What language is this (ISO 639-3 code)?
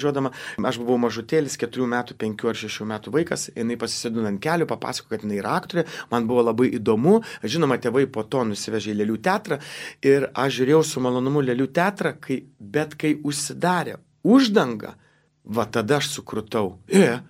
lit